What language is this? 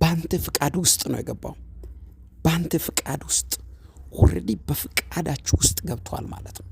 Amharic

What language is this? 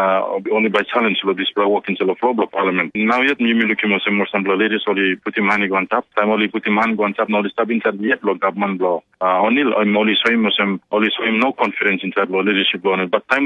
Tok Pisin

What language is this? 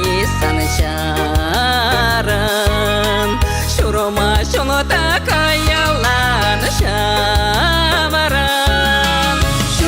Chuvash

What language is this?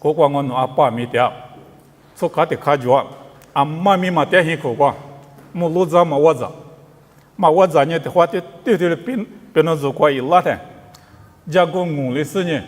Lisu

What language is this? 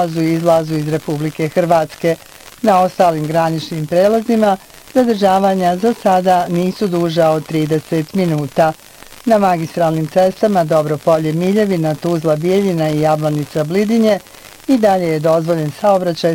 Bosnian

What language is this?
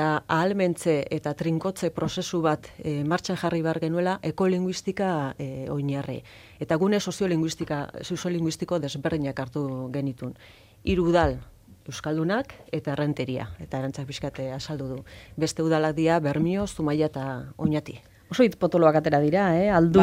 Basque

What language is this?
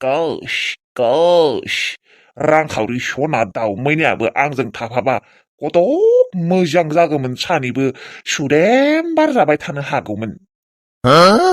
Bodo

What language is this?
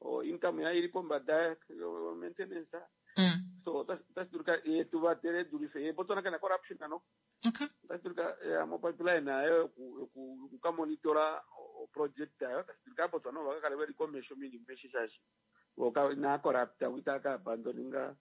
Kuanyama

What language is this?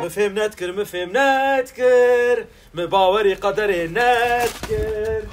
Kurdish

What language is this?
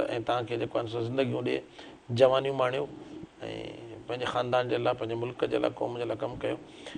Sindhi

